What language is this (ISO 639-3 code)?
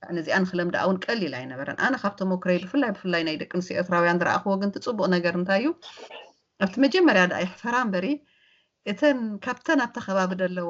tir